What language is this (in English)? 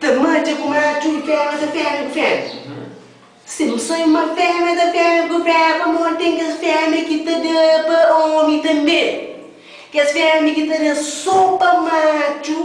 Kabuverdianu